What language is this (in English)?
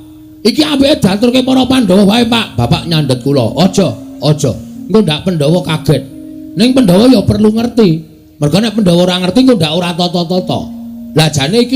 Javanese